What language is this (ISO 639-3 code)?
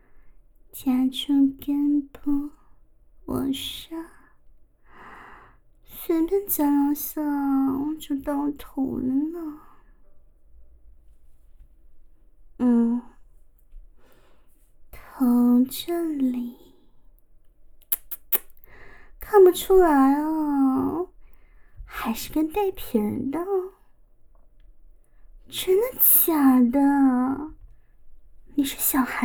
zho